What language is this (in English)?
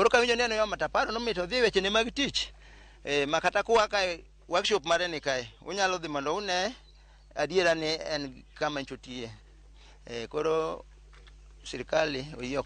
Luo (Kenya and Tanzania)